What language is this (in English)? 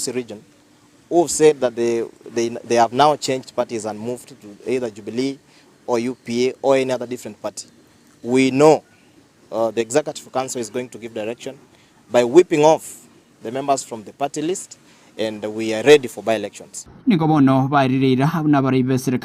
Gusii